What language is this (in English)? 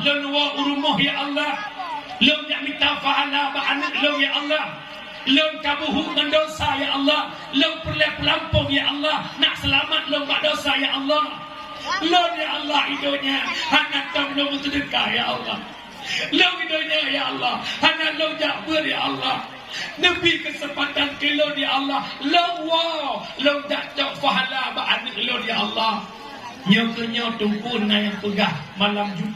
Achinese